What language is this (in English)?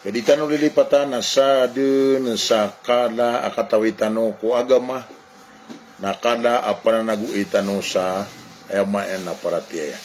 Maranao